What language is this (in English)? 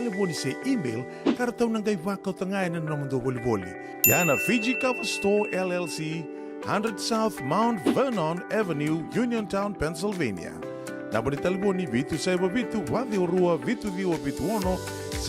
Fijian